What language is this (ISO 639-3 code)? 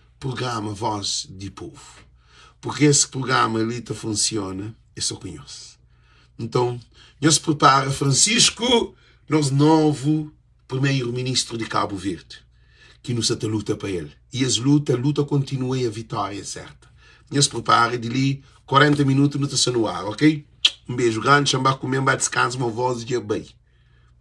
kea